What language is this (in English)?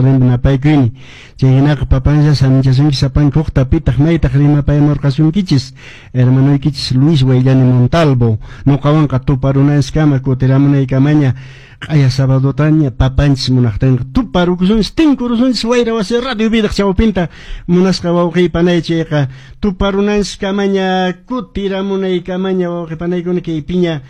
Quechua